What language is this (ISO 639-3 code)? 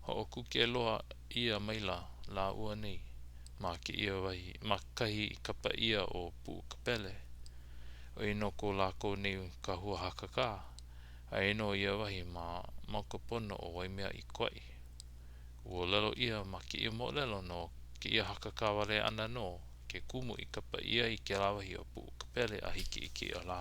haw